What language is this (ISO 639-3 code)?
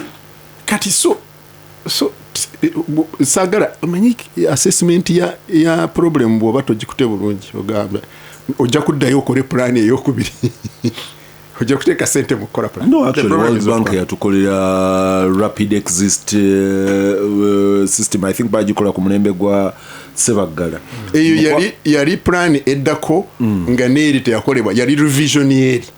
lug